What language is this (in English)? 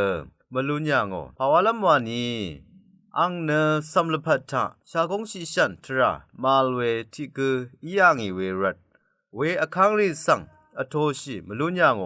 Rawang